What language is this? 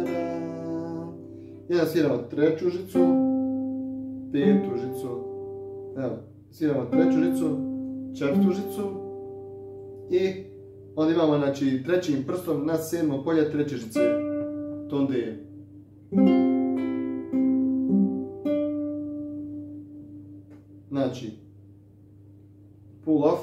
Croatian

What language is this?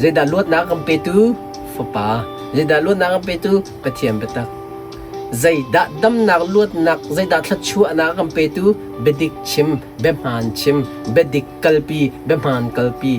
Hakha Chin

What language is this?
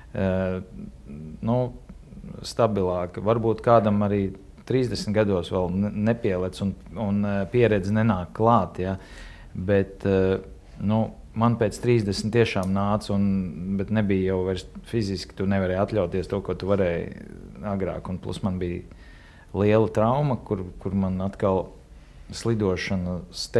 Latvian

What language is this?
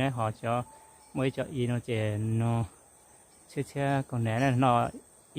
Hmong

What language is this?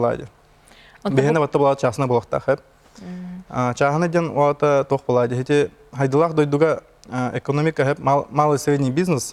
Yakut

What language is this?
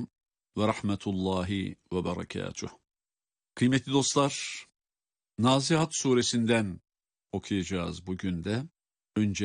Turkish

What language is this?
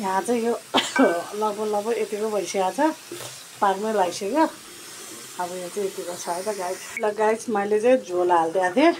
Nepali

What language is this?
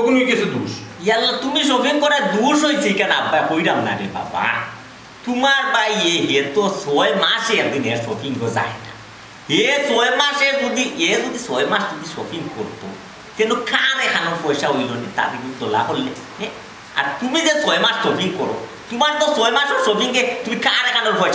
Sylheti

